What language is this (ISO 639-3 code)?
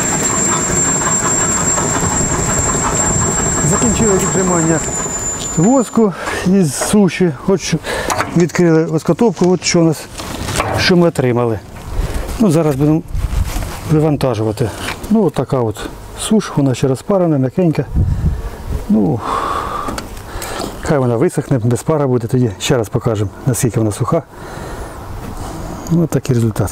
ukr